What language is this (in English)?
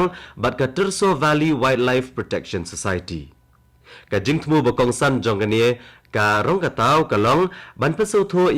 Khasi